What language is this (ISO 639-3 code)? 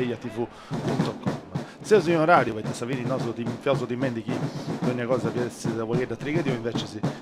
srd